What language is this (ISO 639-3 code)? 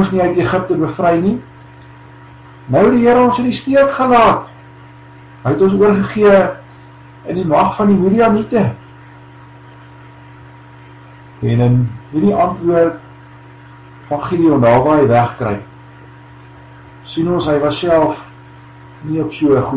afr